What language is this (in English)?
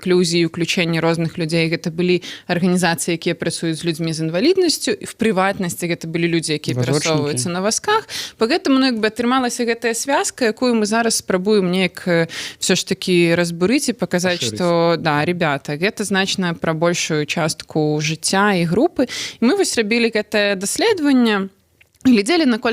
Belarusian